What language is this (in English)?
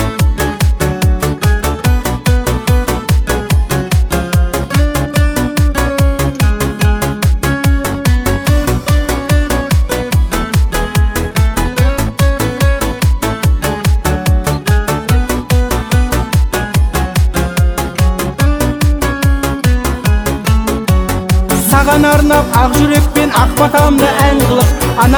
Kazakh